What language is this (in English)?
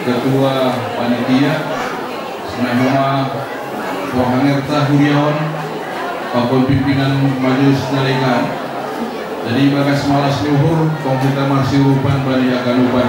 Batak Simalungun